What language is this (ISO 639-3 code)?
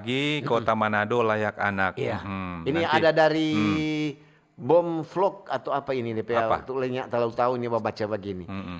xmm